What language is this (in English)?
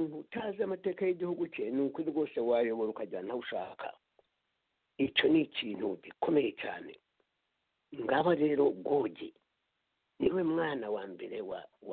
Kinyarwanda